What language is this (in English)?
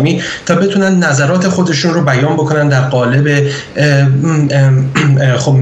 Persian